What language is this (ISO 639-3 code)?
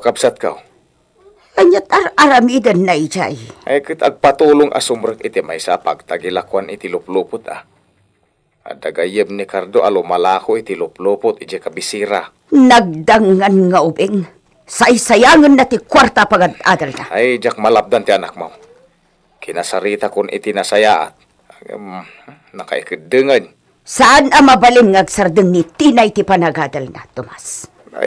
ilo